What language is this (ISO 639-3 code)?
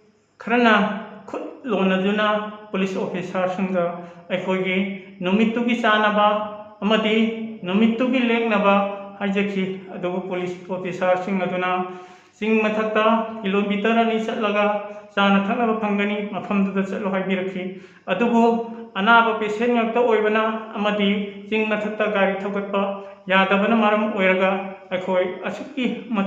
mni